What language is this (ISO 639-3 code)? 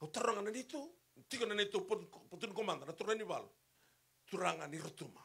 fij